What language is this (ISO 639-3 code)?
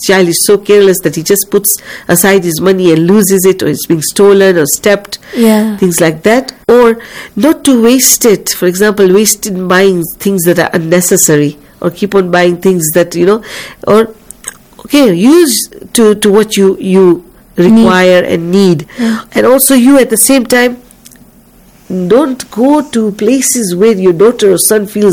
eng